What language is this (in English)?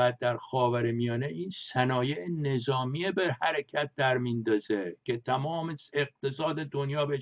Persian